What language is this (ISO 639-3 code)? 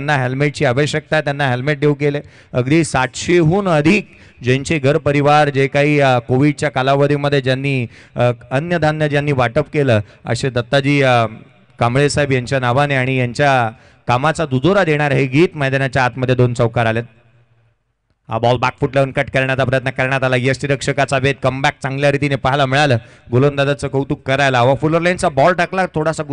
mar